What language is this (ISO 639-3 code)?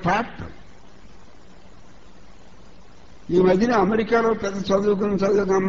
tel